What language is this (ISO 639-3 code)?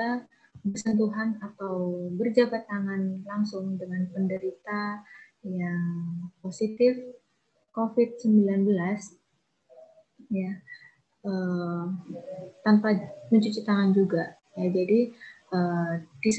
ind